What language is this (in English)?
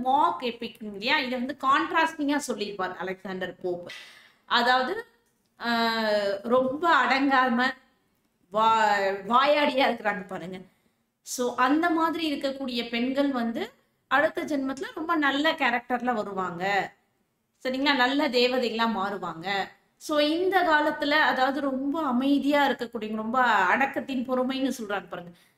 Tamil